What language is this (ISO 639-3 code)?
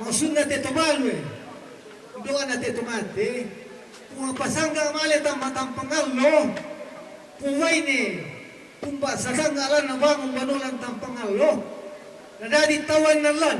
sda